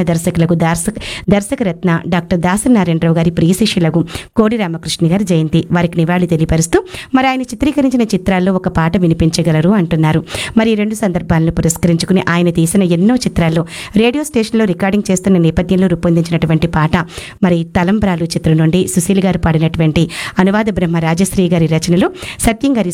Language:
Telugu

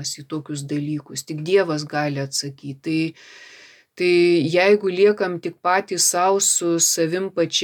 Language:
Lithuanian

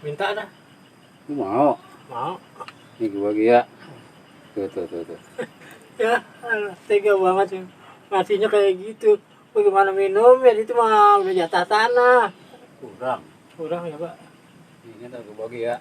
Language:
Betawi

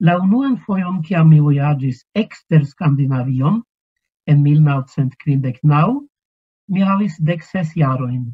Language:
Esperanto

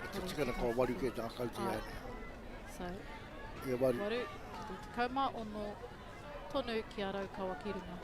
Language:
Māori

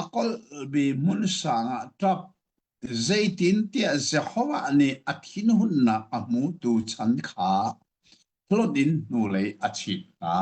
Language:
Hakha Chin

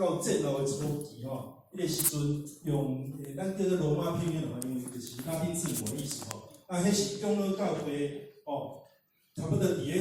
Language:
Min Nan Chinese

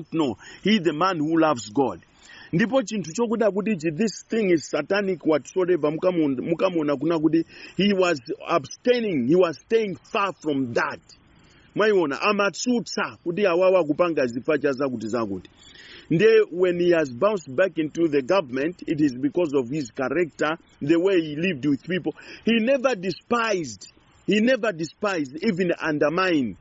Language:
Nyanja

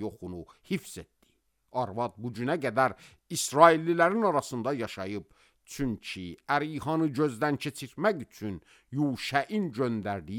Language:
Azerbaijani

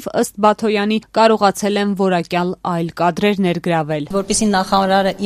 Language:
Armenian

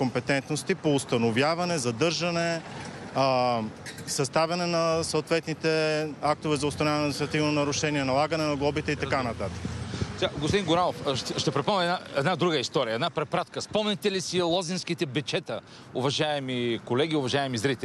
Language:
Bulgarian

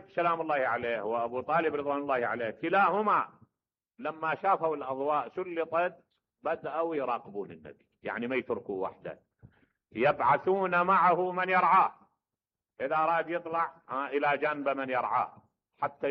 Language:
Mesopotamian Arabic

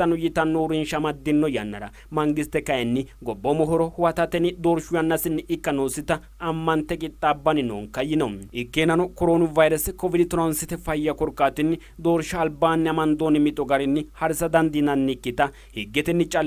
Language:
Sidamo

